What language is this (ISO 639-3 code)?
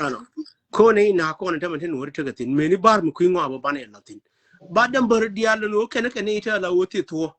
nus